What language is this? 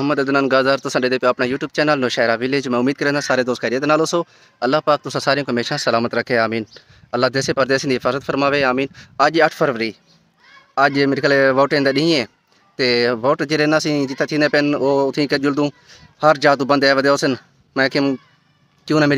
Saraiki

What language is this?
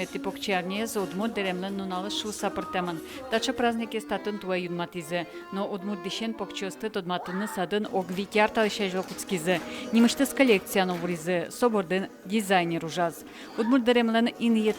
Udmurt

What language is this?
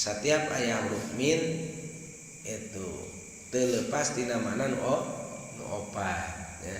Sundanese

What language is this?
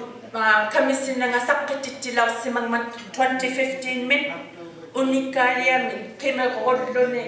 Inuktitut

